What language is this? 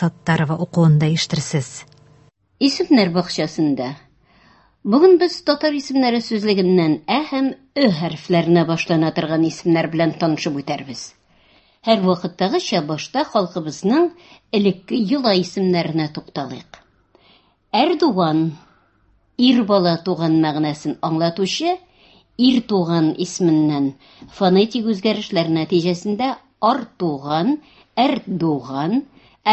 Tatar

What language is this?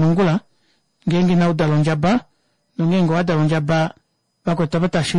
Kuanyama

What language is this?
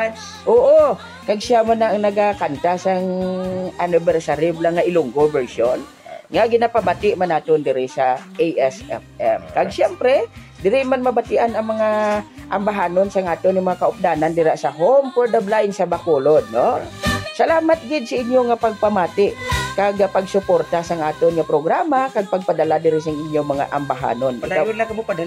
Hiligaynon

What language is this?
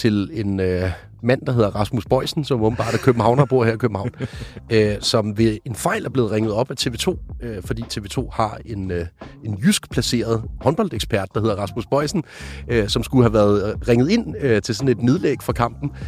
Danish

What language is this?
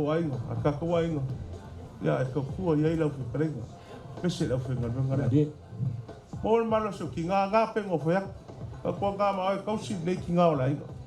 Samoan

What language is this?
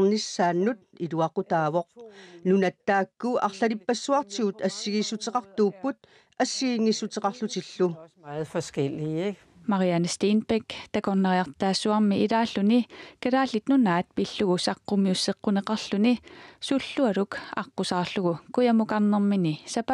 Kalaallisut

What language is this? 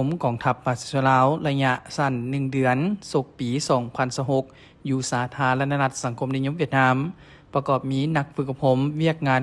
Lao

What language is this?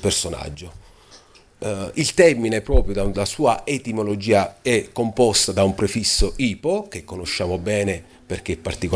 Italian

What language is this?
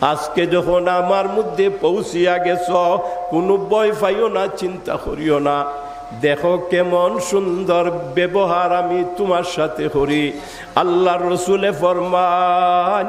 Sylheti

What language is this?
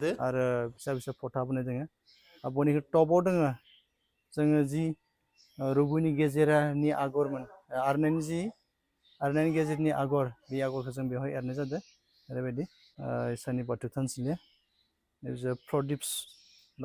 Bodo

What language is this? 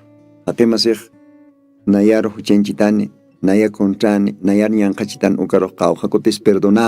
Aymara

